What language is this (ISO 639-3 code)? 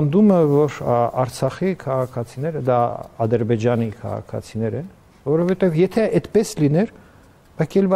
hye